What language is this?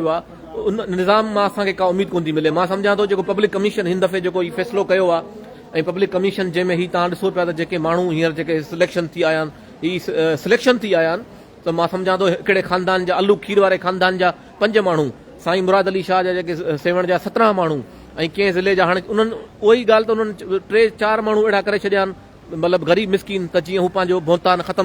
Sindhi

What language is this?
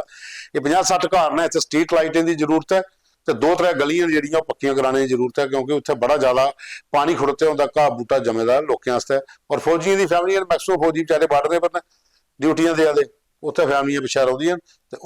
Dogri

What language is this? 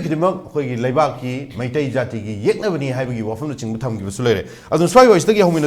Manipuri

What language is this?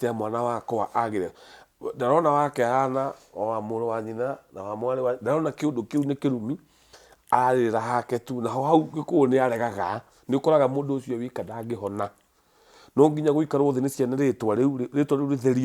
Kikuyu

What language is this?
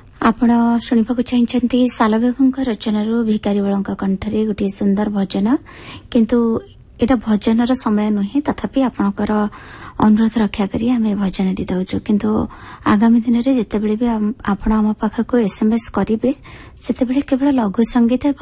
Odia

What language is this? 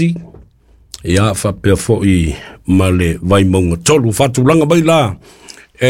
Samoan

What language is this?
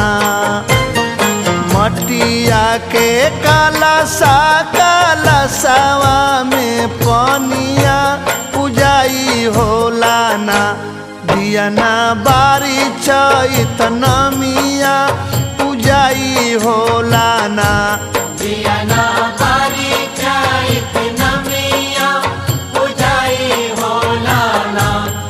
Bhojpuri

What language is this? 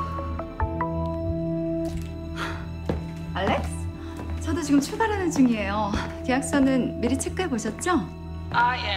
Korean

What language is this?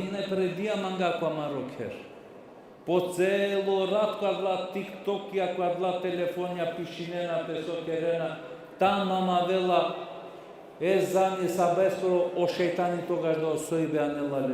Balkan Romani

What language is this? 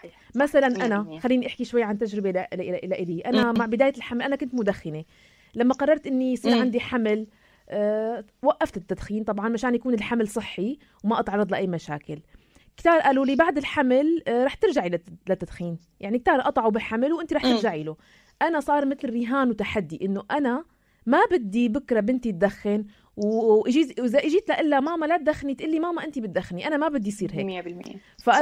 North Levantine Arabic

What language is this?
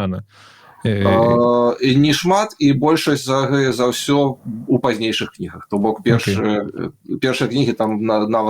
Belarusian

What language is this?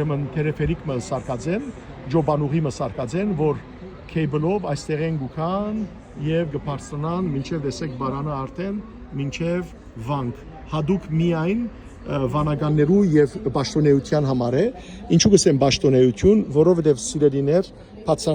Western Armenian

